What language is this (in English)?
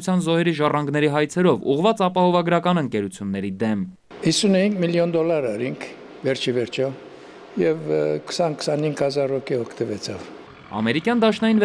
Armenian